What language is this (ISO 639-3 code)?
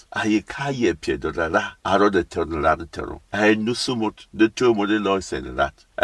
bom